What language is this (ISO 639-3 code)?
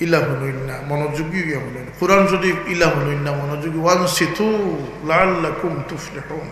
syl